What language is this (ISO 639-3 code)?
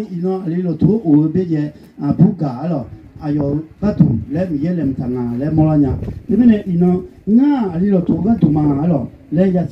ahk